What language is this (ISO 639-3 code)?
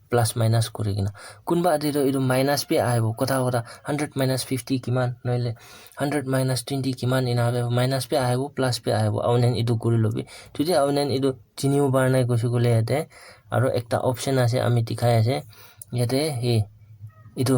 nag